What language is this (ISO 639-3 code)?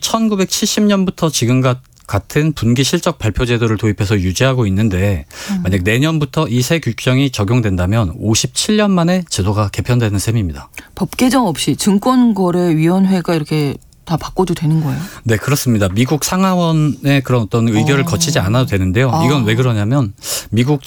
kor